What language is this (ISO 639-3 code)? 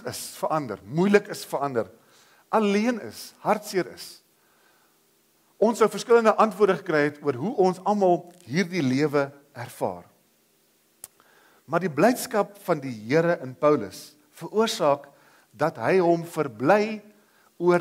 afr